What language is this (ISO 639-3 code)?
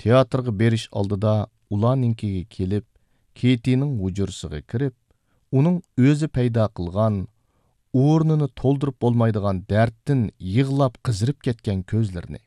uig